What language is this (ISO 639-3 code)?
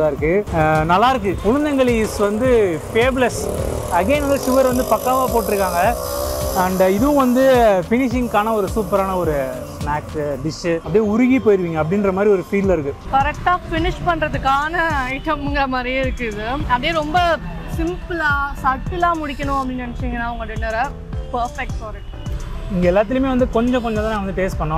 tam